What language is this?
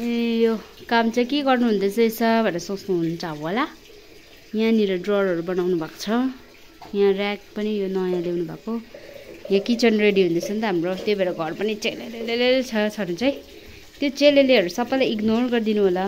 Nepali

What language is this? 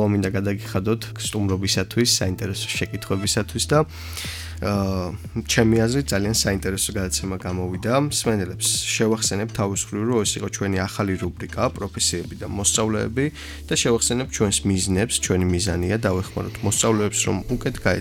Georgian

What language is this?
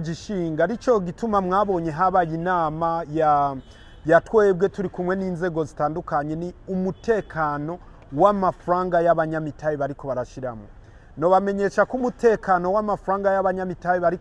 Rundi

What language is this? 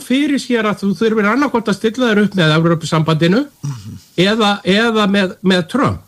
Icelandic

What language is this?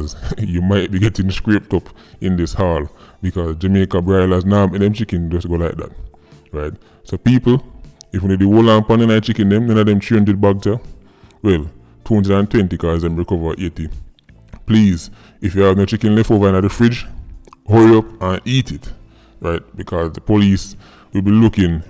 Jamaican Creole English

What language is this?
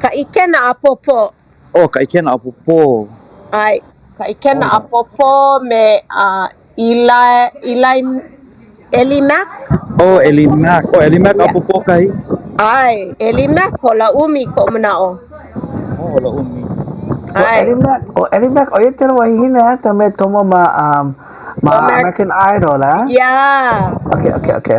Hawaiian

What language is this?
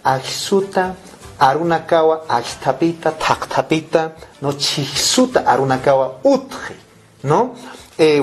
Aymara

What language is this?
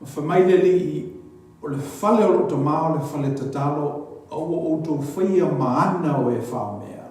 Samoan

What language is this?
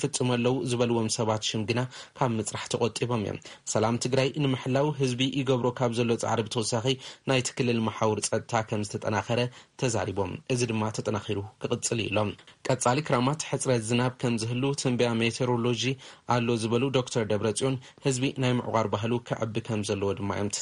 Tigrinya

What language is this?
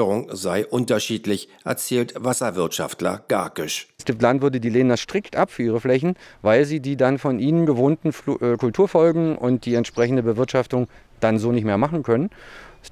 German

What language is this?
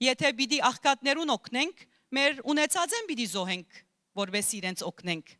Western Armenian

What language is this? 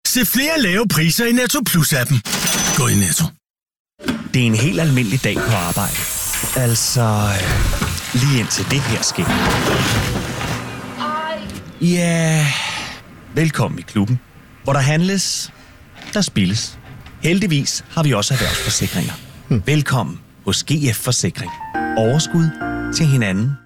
Danish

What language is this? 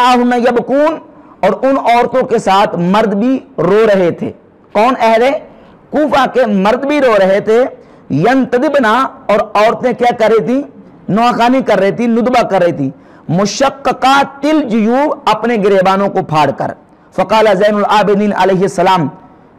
Urdu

